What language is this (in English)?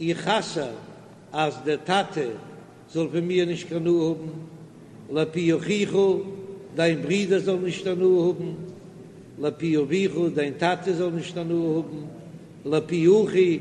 Yiddish